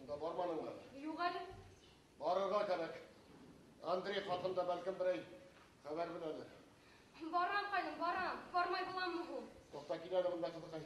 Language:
Bashkir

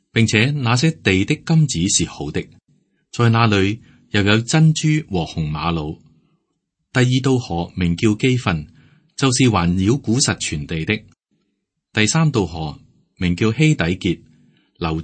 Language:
Cantonese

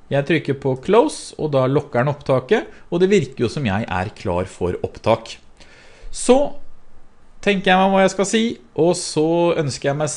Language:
Norwegian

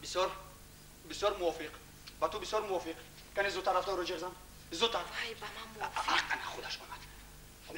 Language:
Tajik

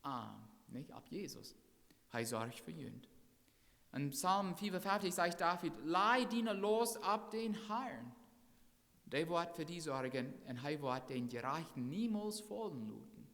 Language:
Plautdietsch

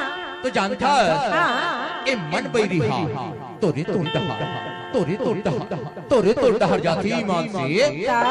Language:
Chhattisgarhi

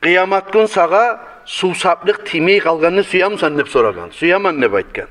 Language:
Kumyk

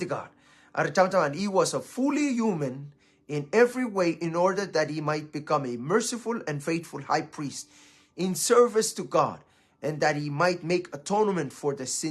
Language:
Pohnpeian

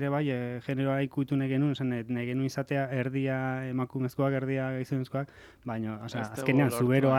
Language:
Basque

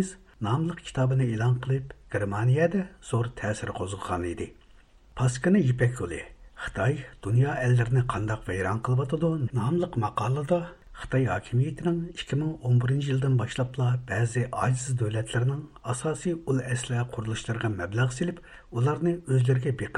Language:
Uyghur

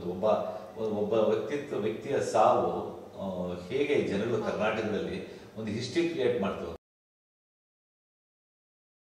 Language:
Kannada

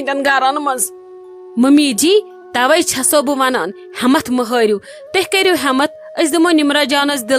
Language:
Kashmiri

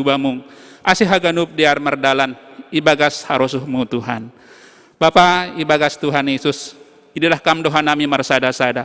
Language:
Batak Simalungun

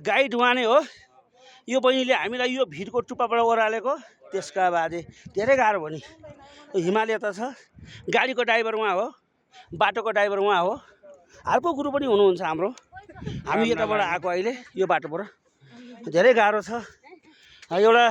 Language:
Nepali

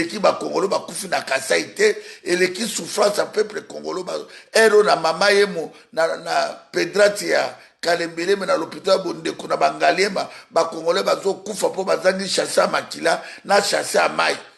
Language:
Lingala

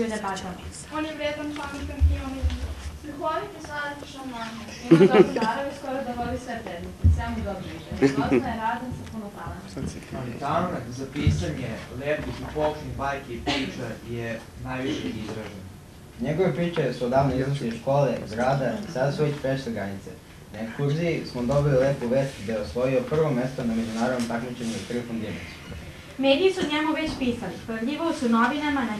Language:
Serbian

